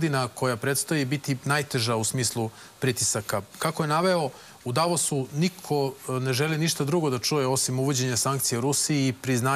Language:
Serbian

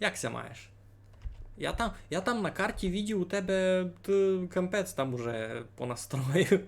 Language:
Rusyn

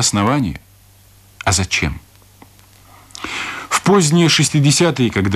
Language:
Russian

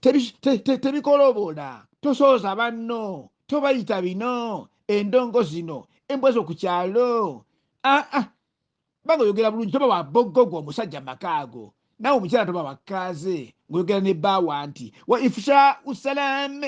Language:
Ganda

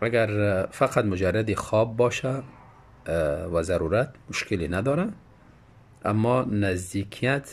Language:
Tajik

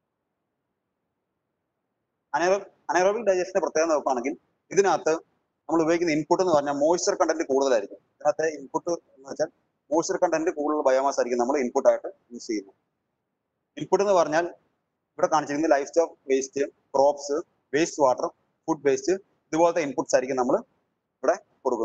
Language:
Malayalam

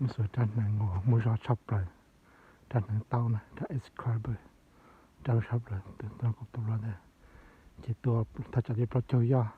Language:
Hmong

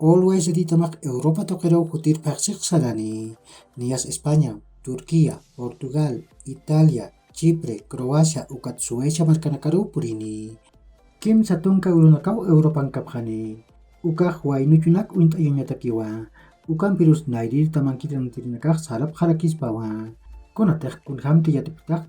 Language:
Aymara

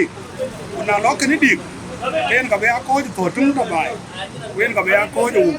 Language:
Dinka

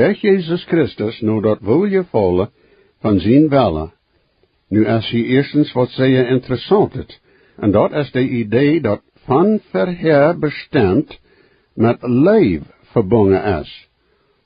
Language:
Plautdietsch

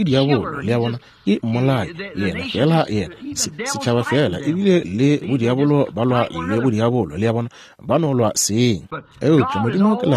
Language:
Northern Sotho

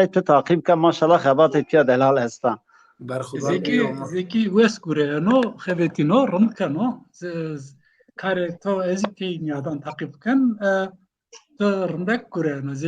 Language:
Zaza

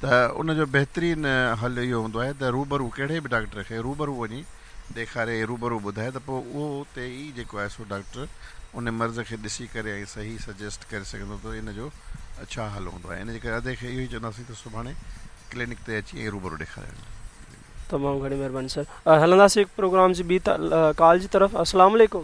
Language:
Sindhi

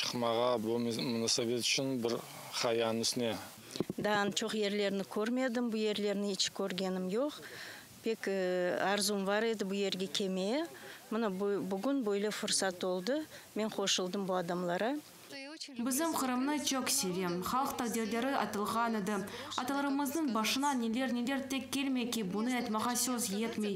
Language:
Crimean Tatar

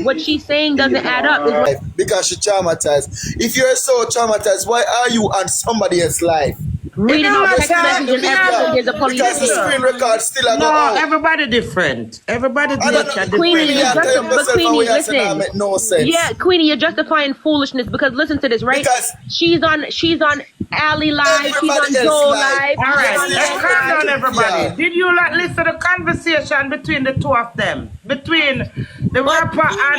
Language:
Jamaican Creole English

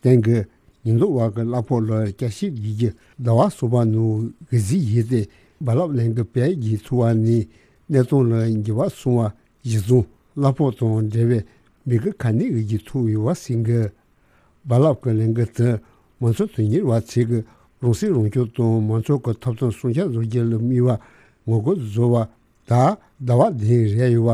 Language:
Tibetan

